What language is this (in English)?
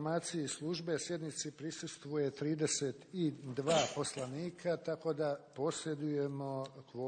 Bosnian